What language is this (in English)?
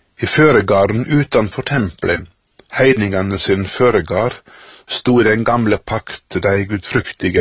Norwegian